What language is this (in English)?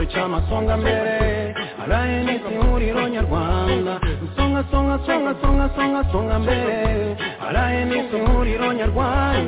Kinyarwanda